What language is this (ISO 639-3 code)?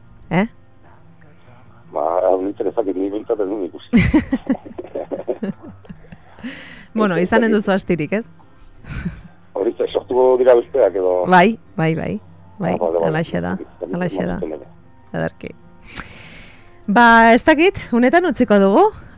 eus